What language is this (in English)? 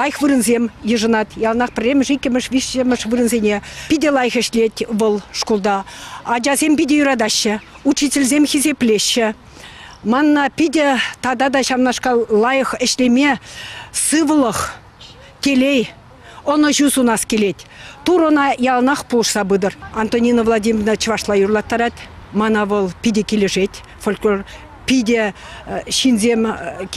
Chuvash